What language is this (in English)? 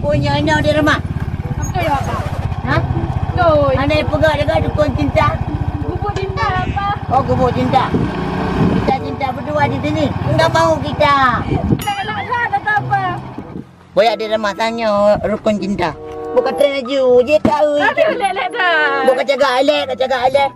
Achinese